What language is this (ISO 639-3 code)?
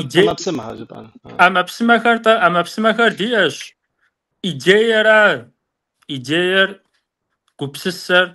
kbd